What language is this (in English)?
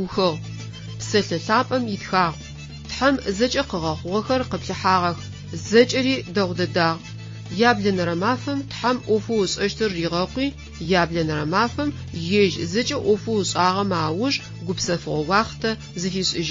Adyghe